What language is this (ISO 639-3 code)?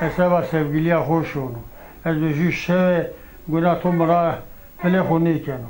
zza